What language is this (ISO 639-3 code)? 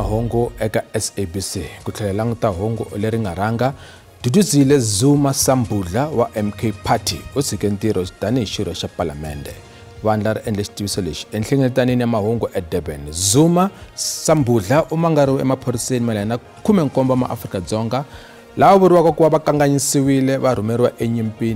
tso